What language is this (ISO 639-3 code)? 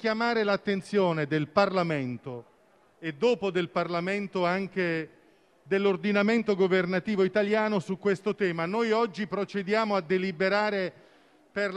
ita